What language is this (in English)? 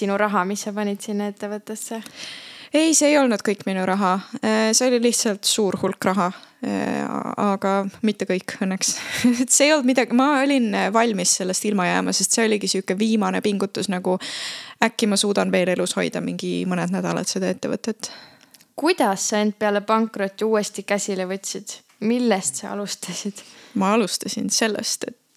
Estonian